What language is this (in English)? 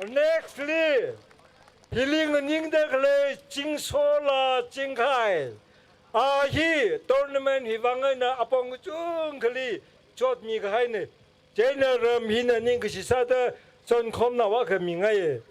Tangkhul Naga (India)